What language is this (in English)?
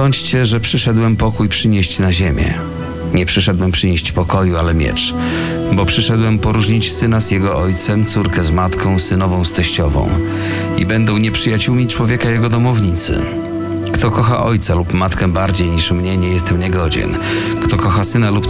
Polish